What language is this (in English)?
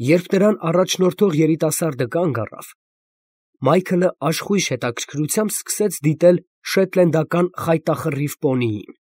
Armenian